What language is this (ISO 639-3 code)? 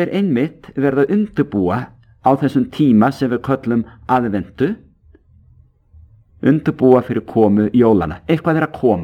isl